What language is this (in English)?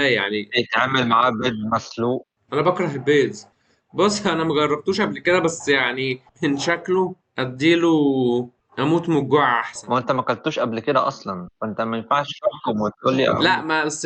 Egyptian Arabic